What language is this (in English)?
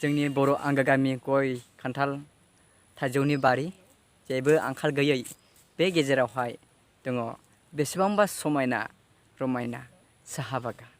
Bodo